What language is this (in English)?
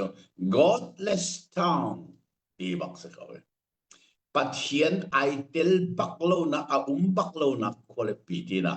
Hakha Chin